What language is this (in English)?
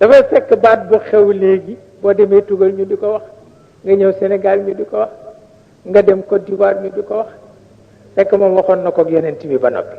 Wolof